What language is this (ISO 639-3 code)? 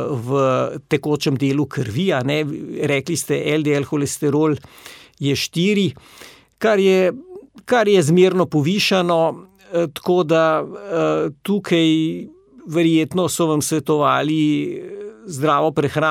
slv